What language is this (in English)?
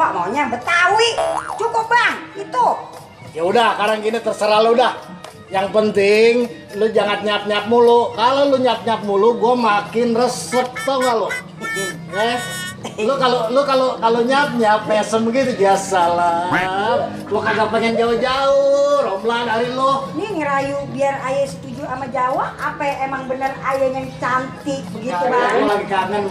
Betawi